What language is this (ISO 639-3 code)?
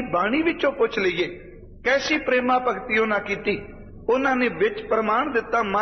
pan